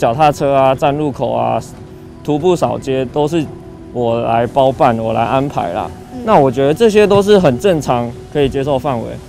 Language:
Chinese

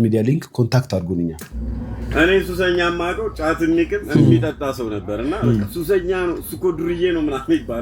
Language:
Amharic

